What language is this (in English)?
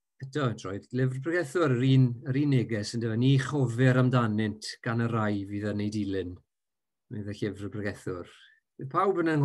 Welsh